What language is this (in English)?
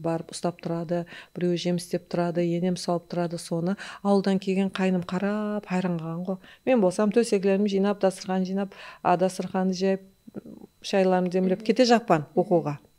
Kara-Kalpak